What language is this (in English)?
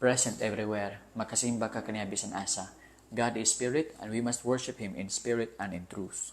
Cebuano